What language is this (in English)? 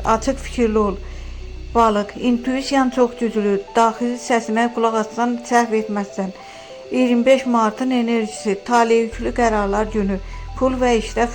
Azerbaijani